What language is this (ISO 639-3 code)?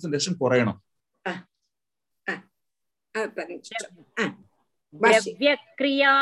tam